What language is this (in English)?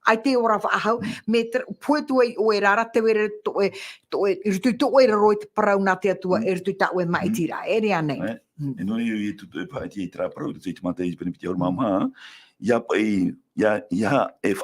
Tahitian